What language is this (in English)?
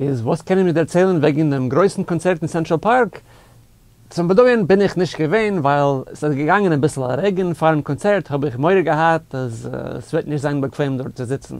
Yiddish